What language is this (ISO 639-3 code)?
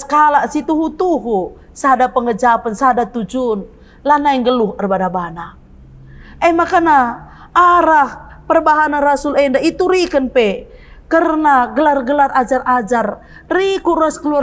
btx